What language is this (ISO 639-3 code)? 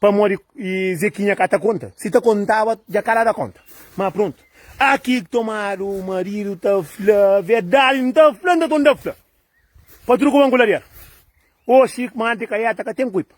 kea